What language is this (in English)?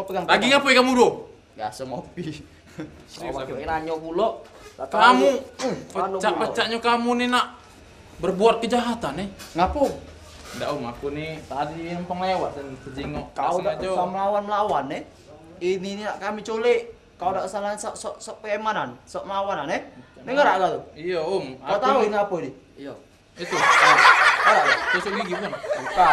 Musi